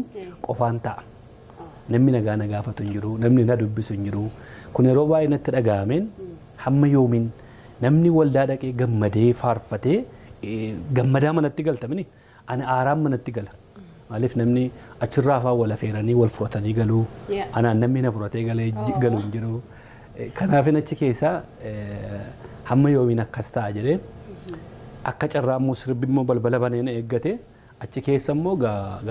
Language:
Oromo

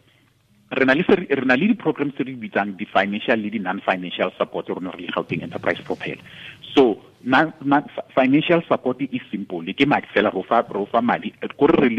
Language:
Tswana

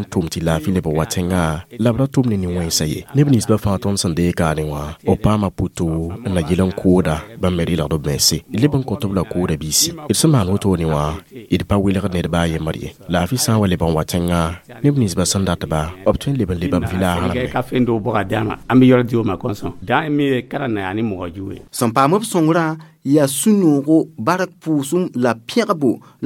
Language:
Mossi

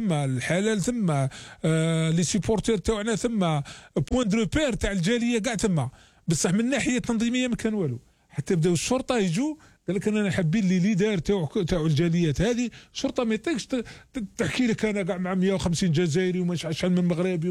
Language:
Algerian Arabic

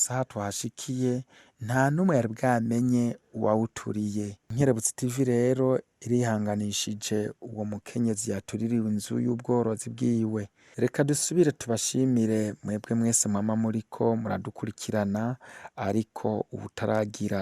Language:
Rundi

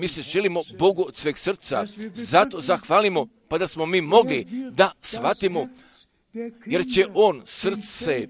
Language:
Croatian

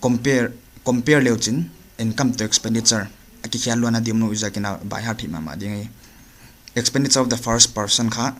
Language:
Paite Chin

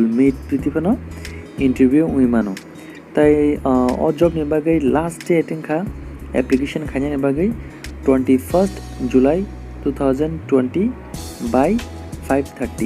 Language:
Kok Borok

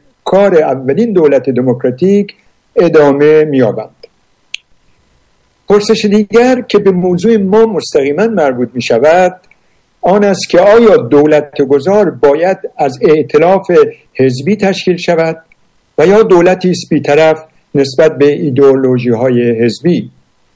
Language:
Persian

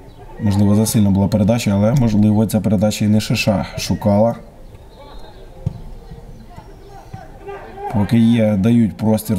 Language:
Ukrainian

